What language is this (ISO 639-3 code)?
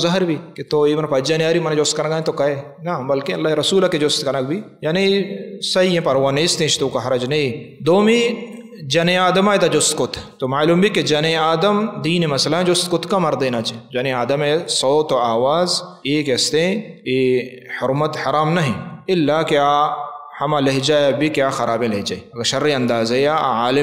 bal